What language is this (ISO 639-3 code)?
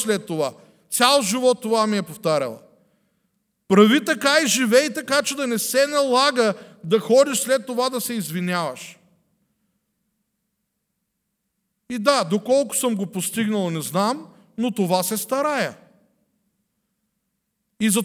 bul